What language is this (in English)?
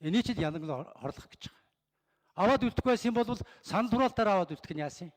Mongolian